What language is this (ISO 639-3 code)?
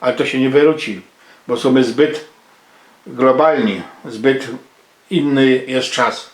szl